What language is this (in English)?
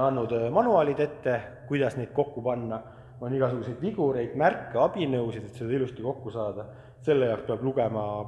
Estonian